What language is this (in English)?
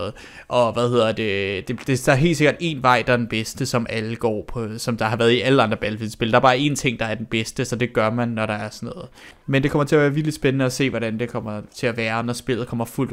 Danish